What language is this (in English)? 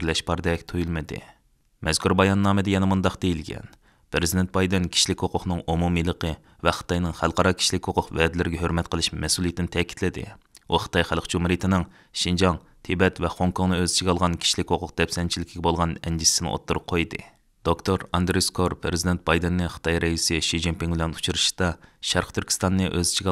Uyghur